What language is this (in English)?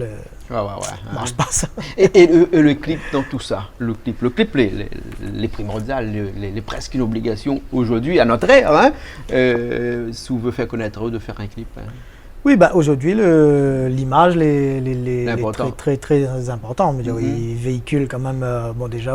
Réunion Creole French